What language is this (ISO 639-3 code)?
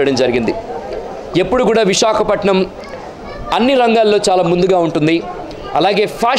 tel